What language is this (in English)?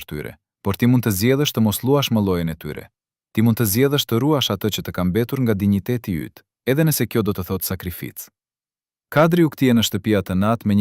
Albanian